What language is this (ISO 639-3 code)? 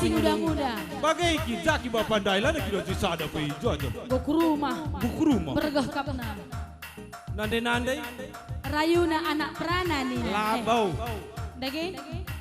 btx